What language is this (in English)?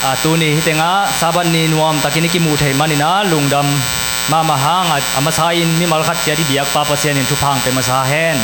Tedim Chin